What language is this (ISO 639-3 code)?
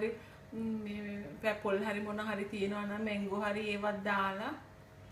sin